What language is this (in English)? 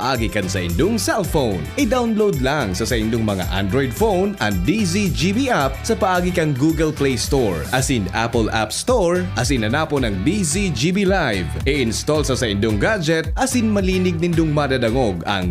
Bikol